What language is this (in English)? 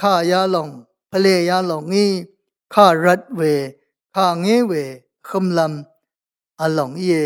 Rawang